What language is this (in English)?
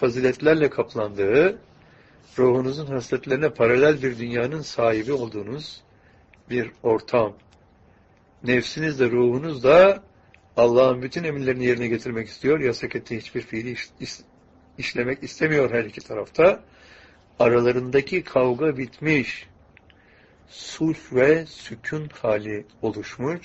Turkish